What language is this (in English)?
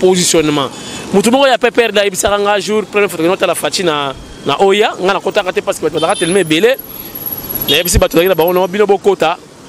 Lingala